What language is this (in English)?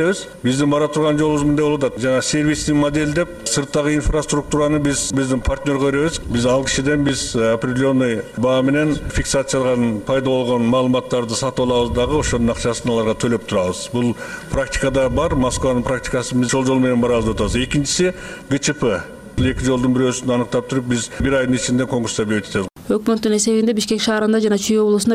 Kyrgyz